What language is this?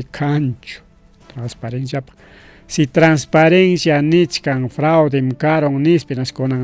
Ayacucho Quechua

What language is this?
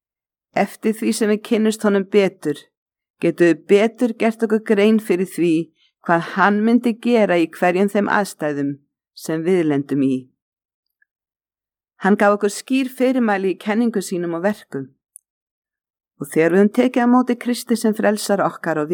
Icelandic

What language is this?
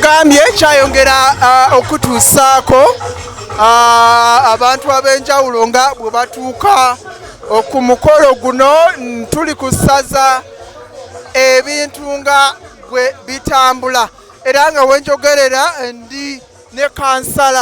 Ganda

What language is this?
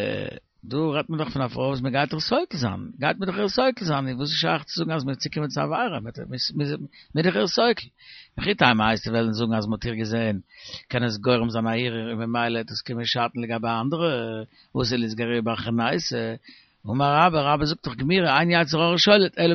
Yiddish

